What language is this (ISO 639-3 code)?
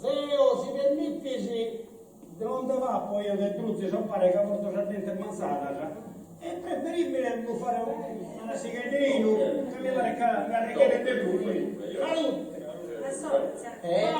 srd